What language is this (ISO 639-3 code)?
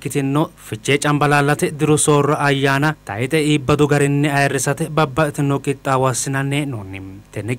sid